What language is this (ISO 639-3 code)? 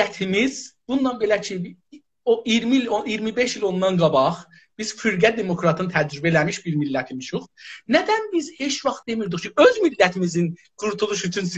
azb